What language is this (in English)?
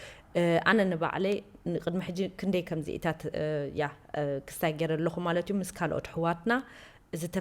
Tigrinya